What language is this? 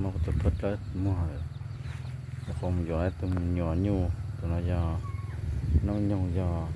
Hmong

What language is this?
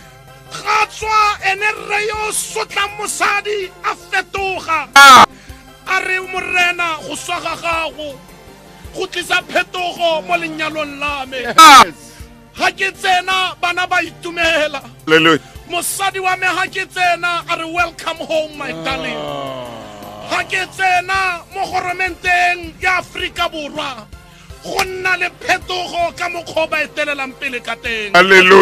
Tswana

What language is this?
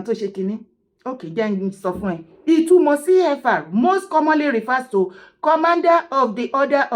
Yoruba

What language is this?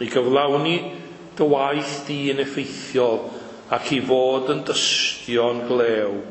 Welsh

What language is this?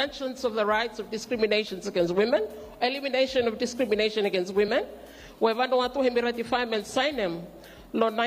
Bislama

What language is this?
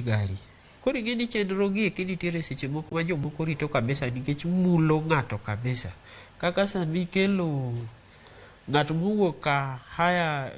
Luo (Kenya and Tanzania)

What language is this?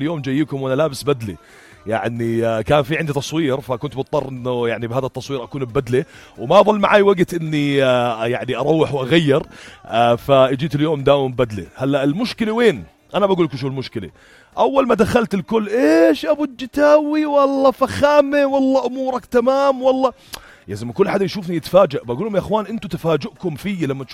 North Levantine Arabic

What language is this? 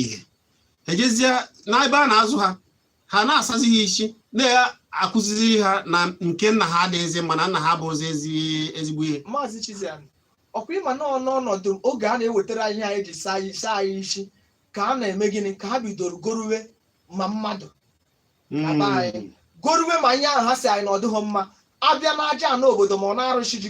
Igbo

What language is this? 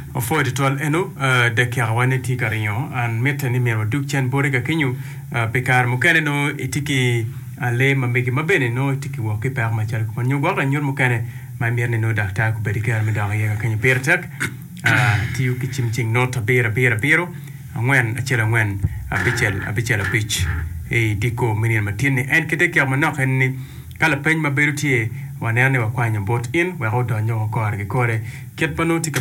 Acoli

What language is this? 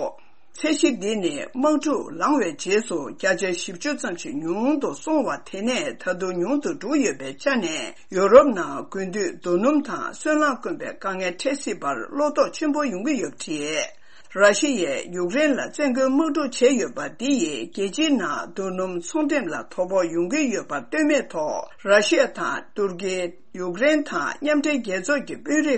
Tibetan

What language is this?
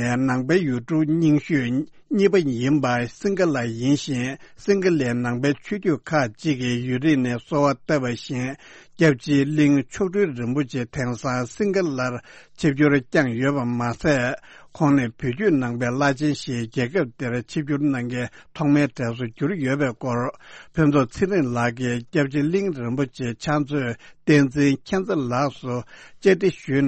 Tibetan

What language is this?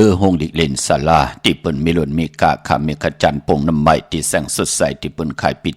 Shan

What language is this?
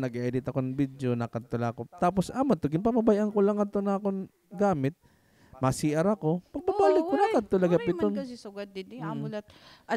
Waray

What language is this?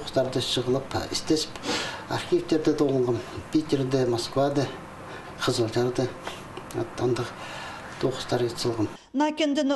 Khakas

